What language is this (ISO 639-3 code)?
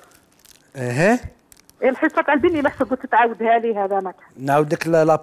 arq